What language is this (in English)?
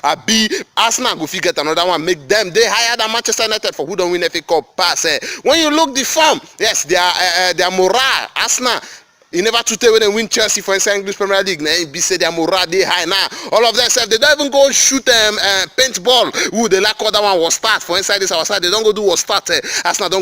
Nigerian Pidgin